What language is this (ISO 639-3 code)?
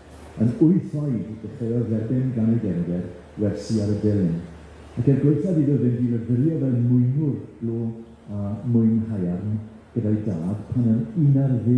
cym